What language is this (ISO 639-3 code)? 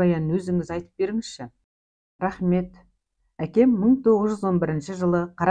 kaz